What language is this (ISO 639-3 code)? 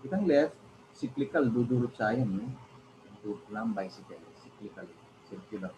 pam